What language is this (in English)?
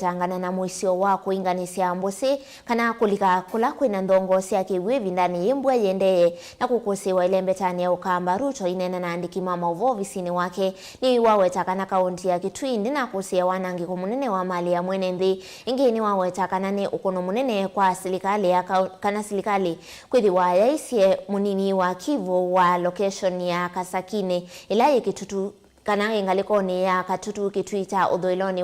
Kamba